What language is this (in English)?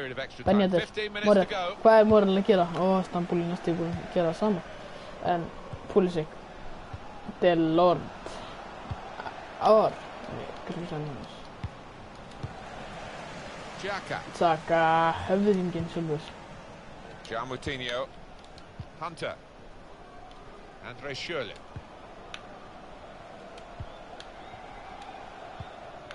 Icelandic